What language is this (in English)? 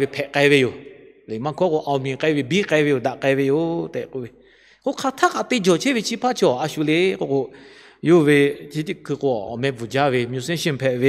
Lahu